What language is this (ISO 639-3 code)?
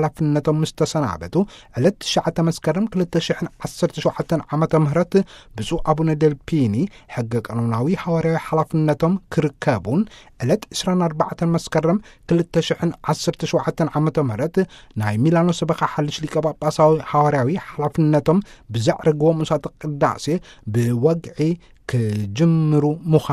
tir